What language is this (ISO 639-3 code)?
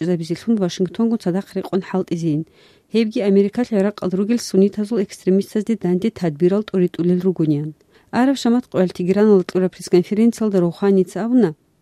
ava